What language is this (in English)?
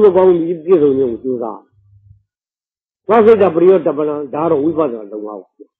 Burmese